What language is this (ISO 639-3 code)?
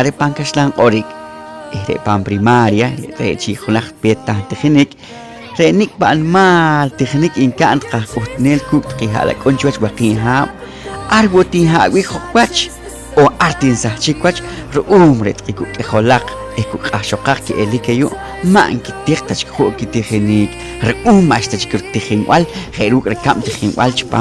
poh